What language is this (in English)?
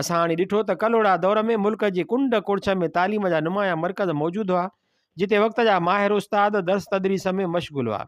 Sindhi